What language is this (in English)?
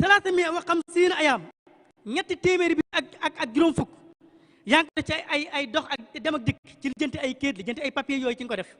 Wolof